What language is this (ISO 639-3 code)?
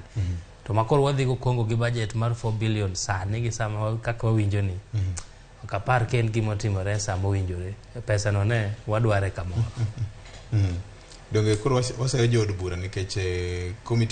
luo